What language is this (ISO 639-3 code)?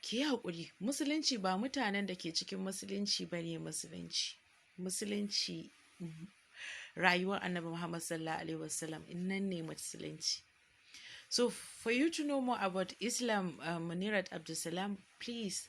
hau